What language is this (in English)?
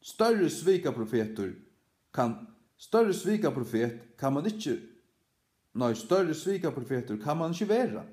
Faroese